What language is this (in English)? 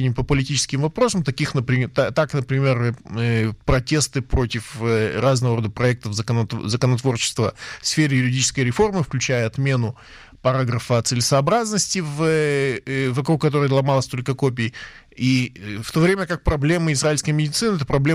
Russian